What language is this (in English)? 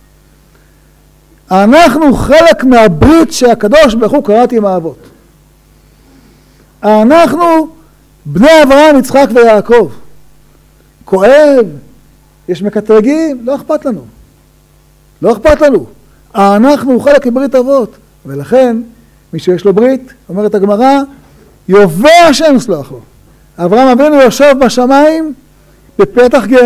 Hebrew